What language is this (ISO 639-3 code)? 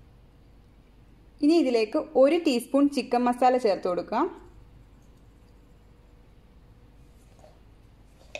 mal